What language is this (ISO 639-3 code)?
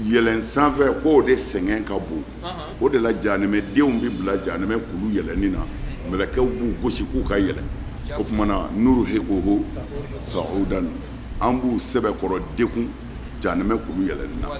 bam